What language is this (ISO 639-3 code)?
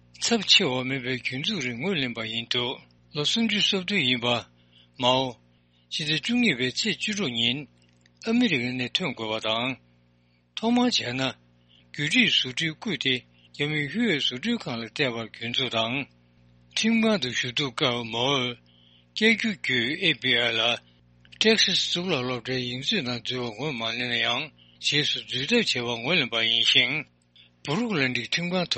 bod